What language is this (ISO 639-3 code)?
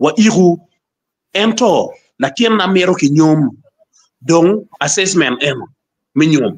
ach